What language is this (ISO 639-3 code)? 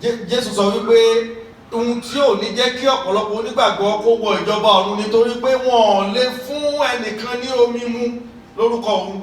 yor